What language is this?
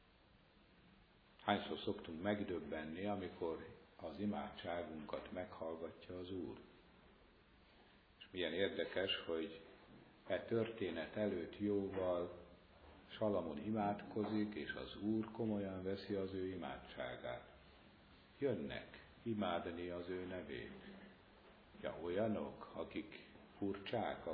Hungarian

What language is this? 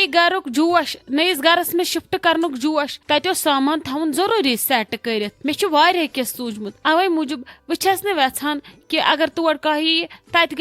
Kashmiri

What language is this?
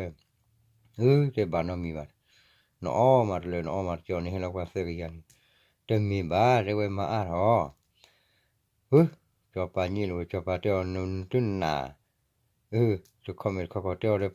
S'gaw Karen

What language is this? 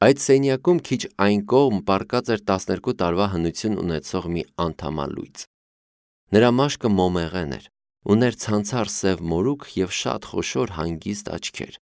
Armenian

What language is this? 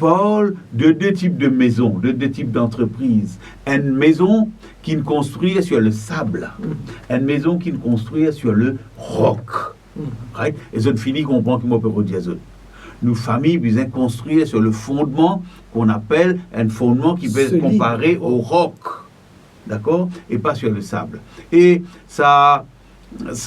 Morisyen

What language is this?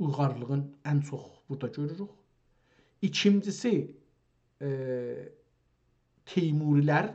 South Azerbaijani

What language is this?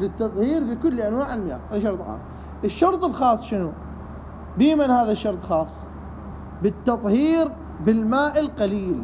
Mesopotamian Arabic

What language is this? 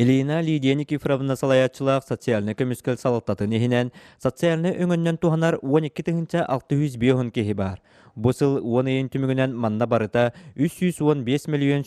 Yakut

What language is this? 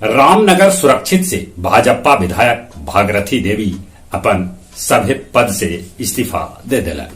Magahi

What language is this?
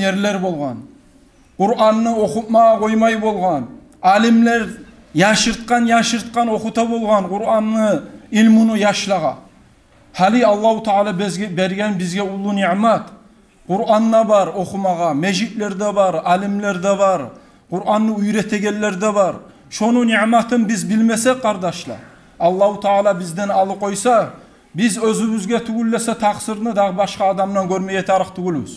Kumyk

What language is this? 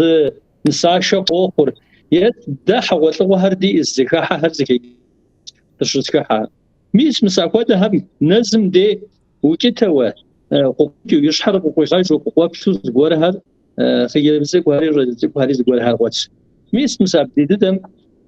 Kabardian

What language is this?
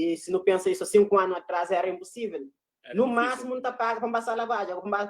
Kabuverdianu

